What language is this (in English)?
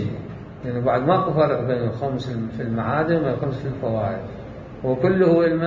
Mesopotamian Arabic